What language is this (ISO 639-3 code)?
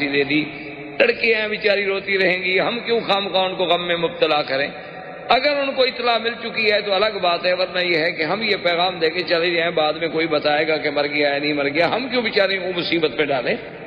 urd